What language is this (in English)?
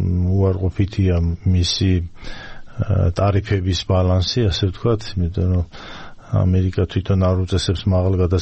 Georgian